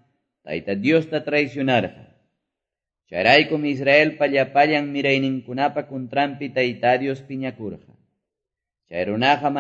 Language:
Quechua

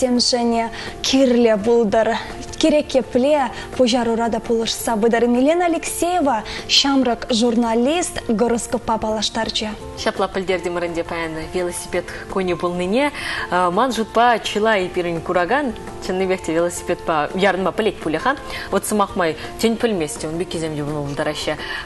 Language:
Chuvash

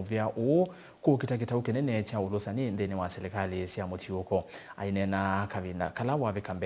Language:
Kamba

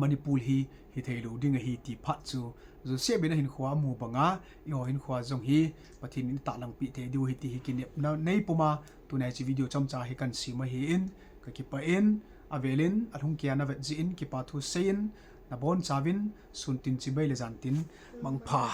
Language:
Thado Chin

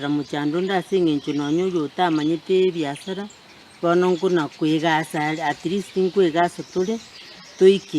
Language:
Gusii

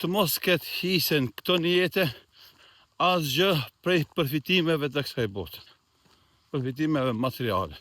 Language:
Albanian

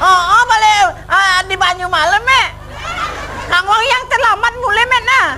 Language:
Balinese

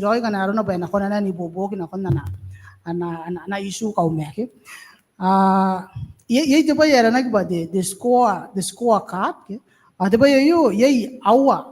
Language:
Gilbertese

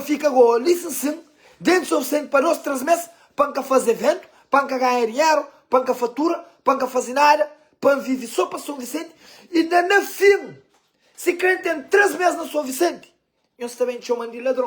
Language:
Kabuverdianu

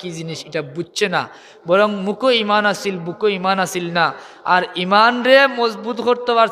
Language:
Sylheti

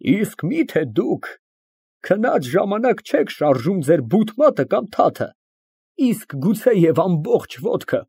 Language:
Armenian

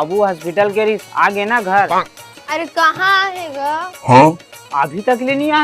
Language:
Chhattisgarhi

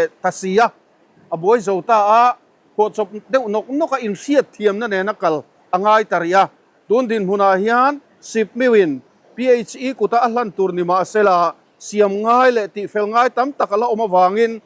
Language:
Mizo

